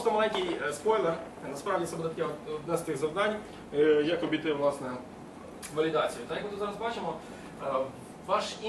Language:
Ukrainian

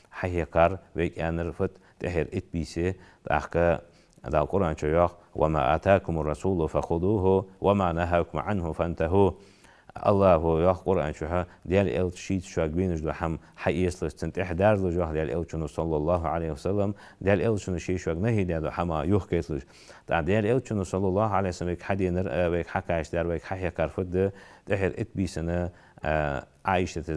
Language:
Ingush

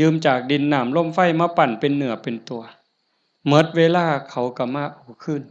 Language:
Northeastern Thai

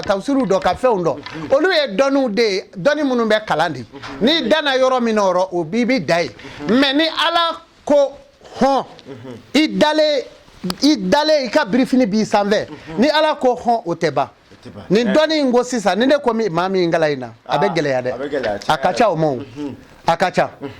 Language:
Bambara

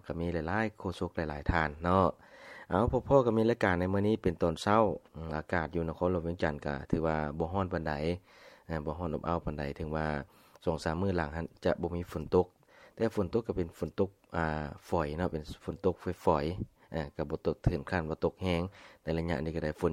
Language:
Lao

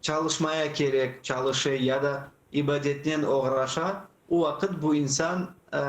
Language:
Crimean Tatar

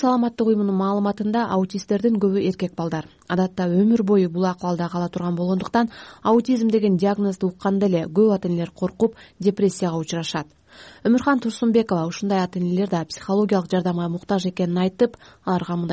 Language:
Kyrgyz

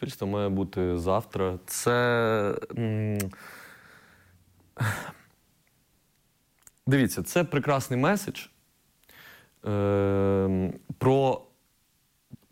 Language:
Ukrainian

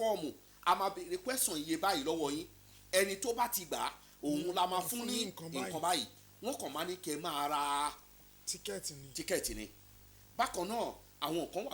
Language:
Yoruba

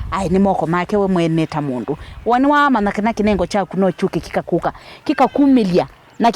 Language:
Kamba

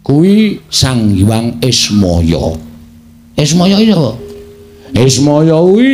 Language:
Javanese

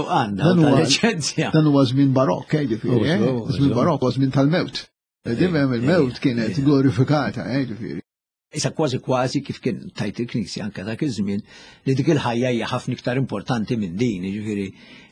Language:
Maltese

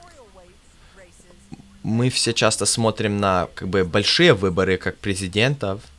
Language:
Russian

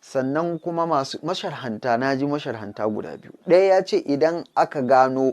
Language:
Hausa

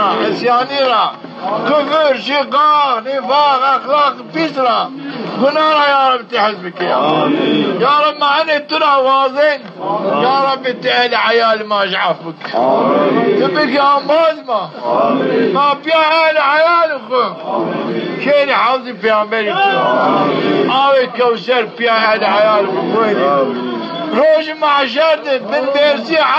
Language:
Zaza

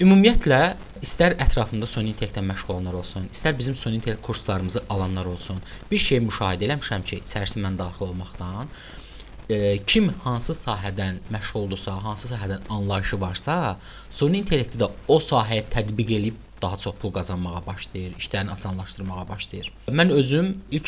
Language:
Azerbaijani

